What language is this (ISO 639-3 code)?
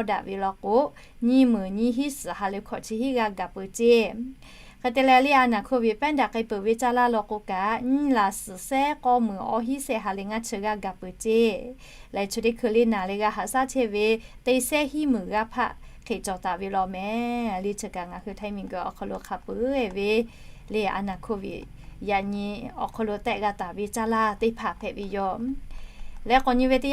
lhu